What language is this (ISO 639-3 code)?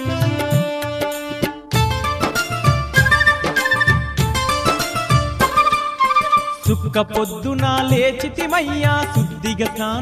tel